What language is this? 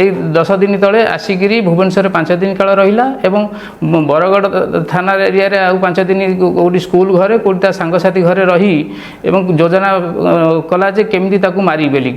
Odia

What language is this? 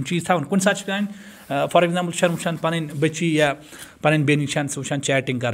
Kashmiri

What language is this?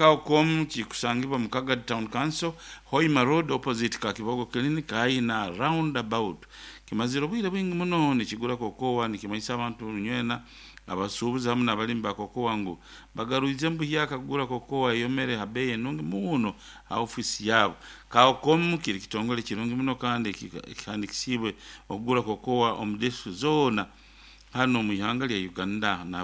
Nyoro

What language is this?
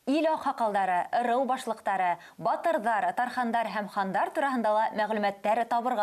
Bashkir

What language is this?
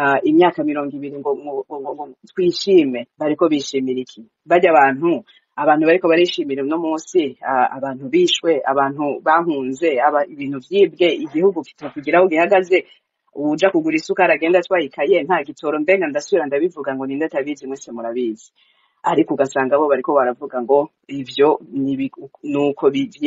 Rundi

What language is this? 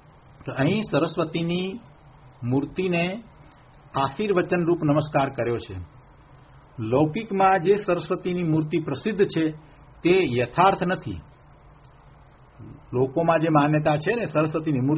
Gujarati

